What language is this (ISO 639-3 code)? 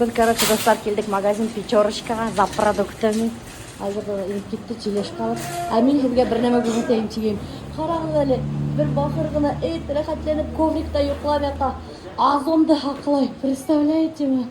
bak